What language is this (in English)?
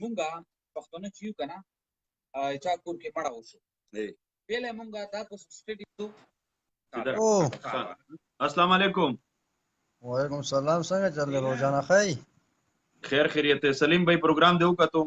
Pashto